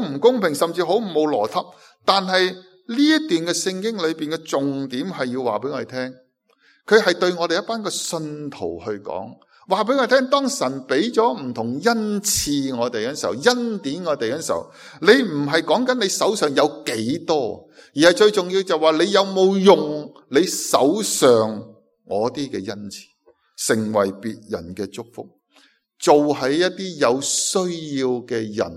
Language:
Cantonese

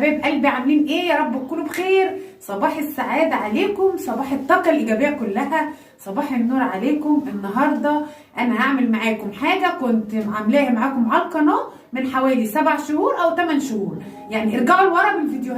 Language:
Egyptian Arabic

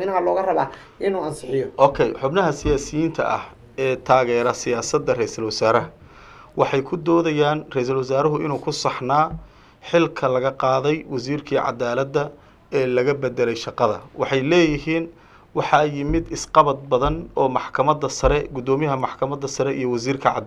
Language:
Somali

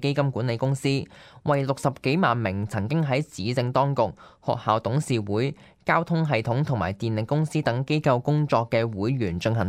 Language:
Cantonese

